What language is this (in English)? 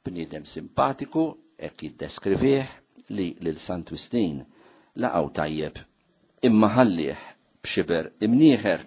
Maltese